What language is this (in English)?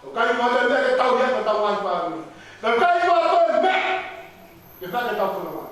Tongan